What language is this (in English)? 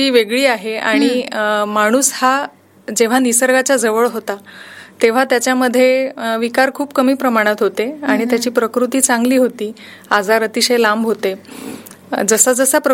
Marathi